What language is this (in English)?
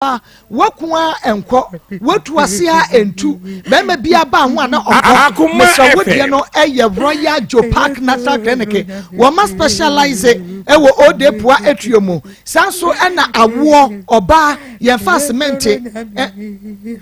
Akan